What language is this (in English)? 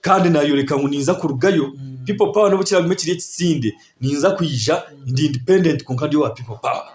Nyankole